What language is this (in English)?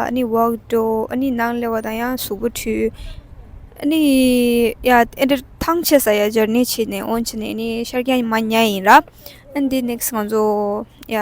Tibetan